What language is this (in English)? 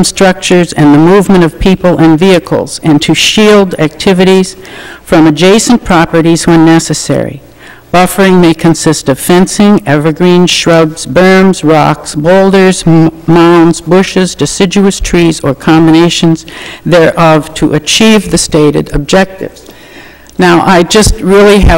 English